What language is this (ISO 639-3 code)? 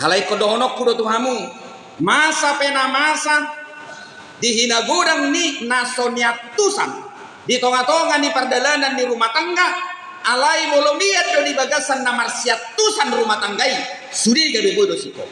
bbc